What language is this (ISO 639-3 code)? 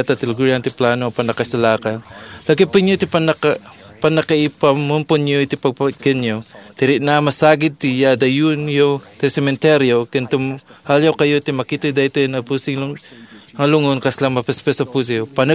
ilo